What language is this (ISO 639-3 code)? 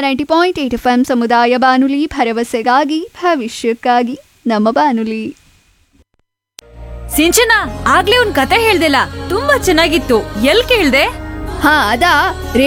kan